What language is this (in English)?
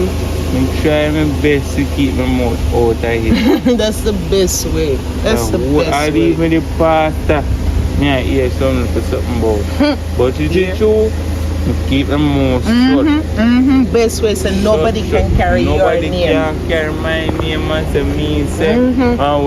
Jamaican Creole English